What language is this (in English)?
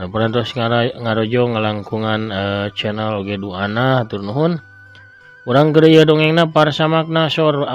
Sundanese